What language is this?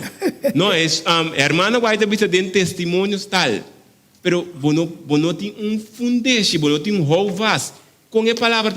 Papiamento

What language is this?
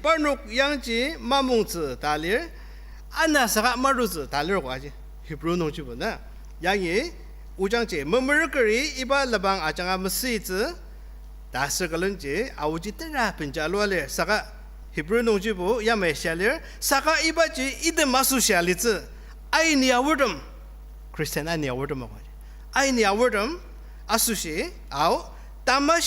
Ao Naga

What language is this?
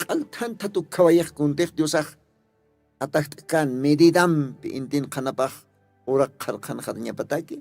Aymara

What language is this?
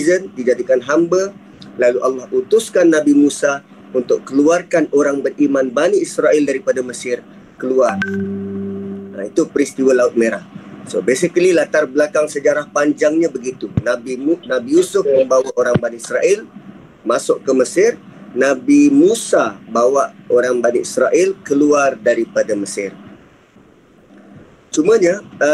Malay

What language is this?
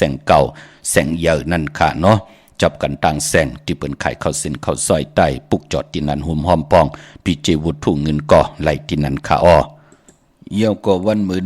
Shan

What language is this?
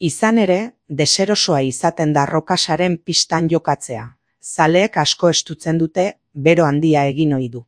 Basque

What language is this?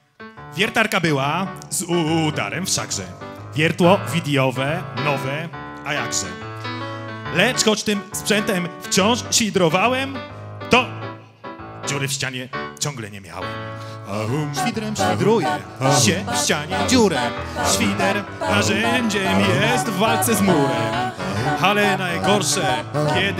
Polish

